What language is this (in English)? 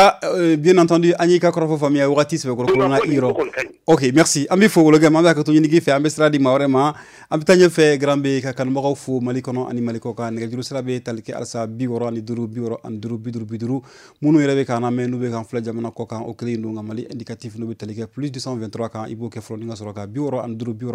Bambara